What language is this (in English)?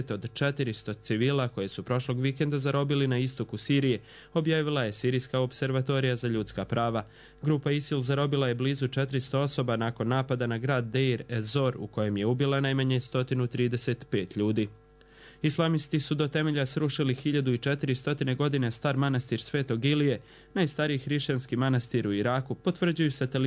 Serbian